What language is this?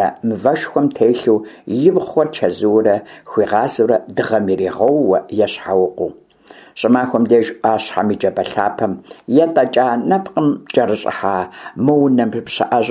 Kabardian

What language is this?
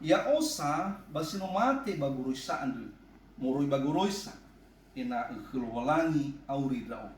Nias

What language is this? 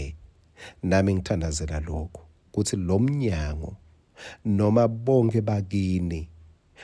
Swati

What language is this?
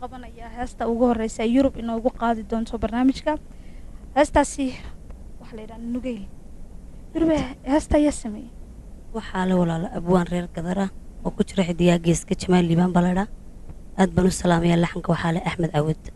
Somali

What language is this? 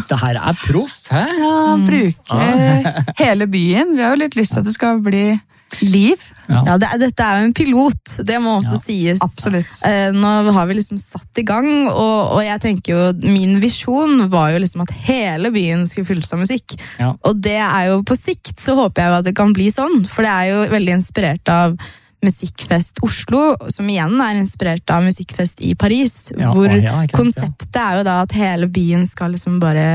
Norwegian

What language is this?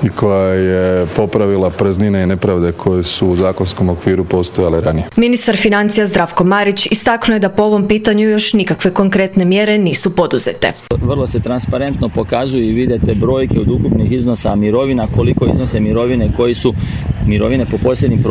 Croatian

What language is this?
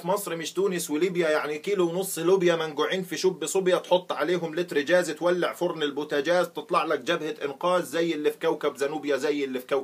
Egyptian Arabic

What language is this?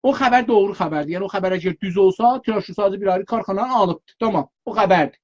South Azerbaijani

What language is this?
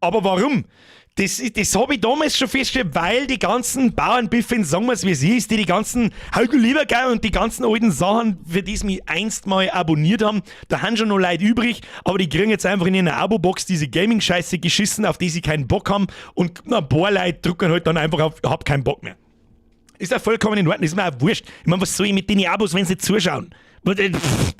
Bavarian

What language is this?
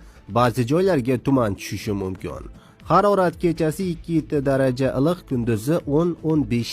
Uzbek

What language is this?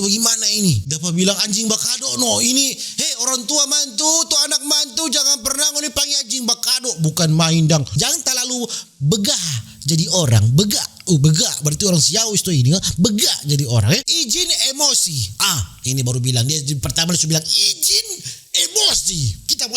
Manado Malay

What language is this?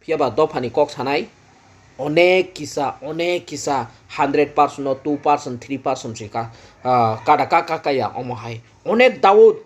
Kok Borok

